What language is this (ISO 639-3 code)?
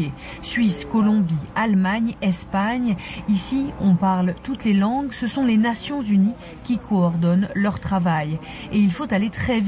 fra